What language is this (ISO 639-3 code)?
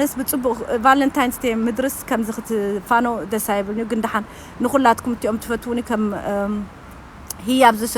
tir